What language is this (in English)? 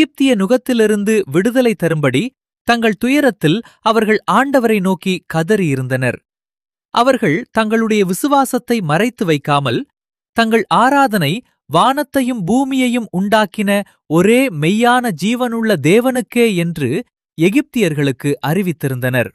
Tamil